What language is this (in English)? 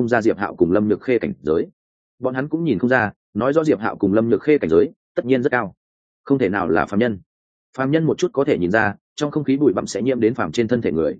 Vietnamese